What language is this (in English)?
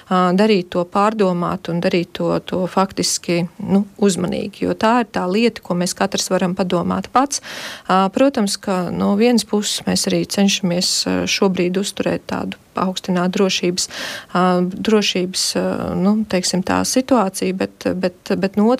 Latvian